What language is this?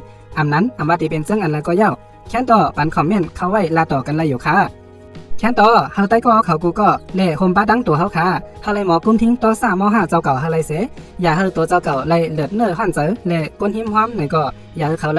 Shan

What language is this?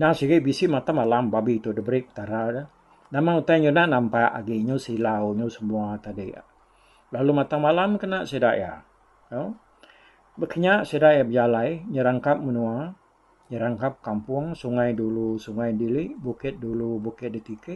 Iban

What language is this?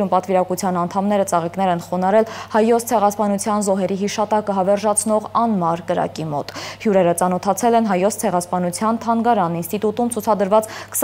Armenian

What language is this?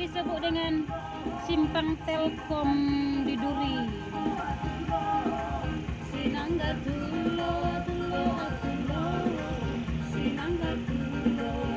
Indonesian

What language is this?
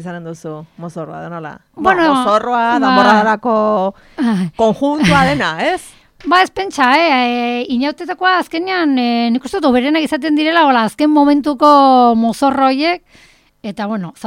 Basque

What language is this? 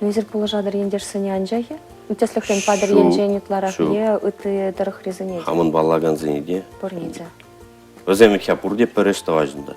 Chuvash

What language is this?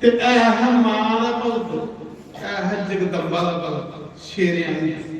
Dogri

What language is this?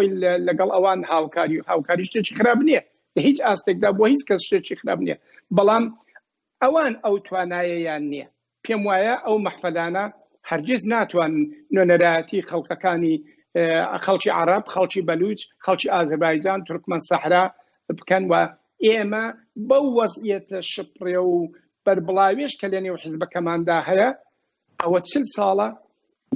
Central Kurdish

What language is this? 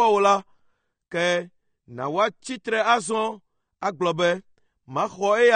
Ewe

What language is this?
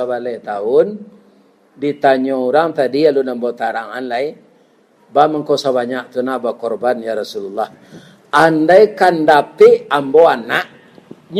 Minangkabau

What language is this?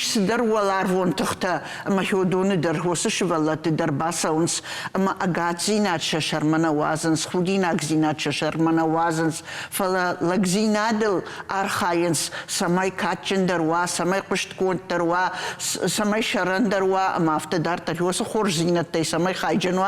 Ossetic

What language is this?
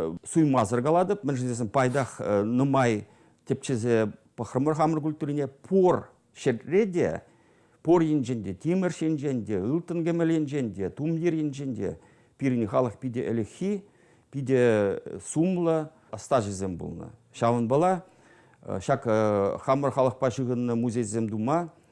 Chuvash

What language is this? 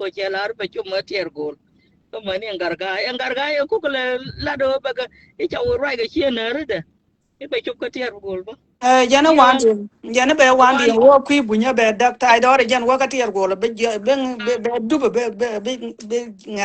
Nuer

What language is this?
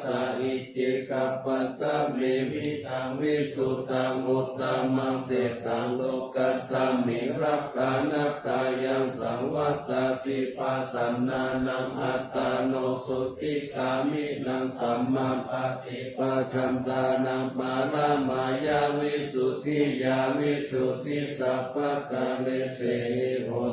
Pali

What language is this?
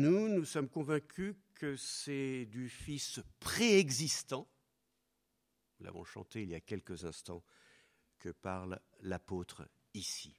French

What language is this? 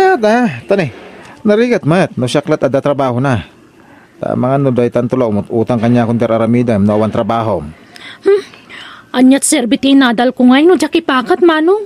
Iloko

